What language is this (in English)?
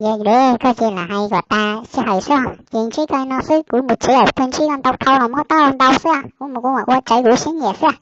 Hmong